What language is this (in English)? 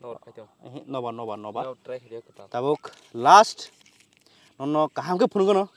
Kok Borok